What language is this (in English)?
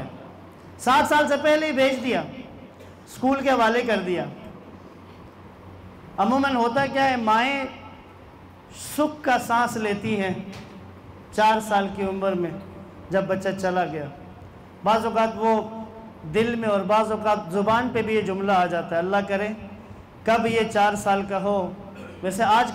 Urdu